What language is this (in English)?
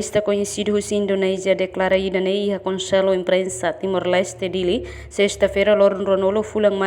Tetum